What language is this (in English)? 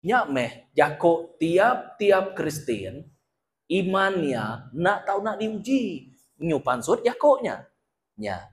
Iban